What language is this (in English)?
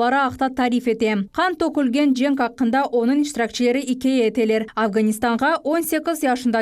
Crimean Tatar